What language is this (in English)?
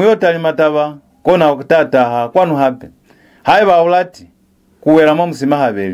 Lozi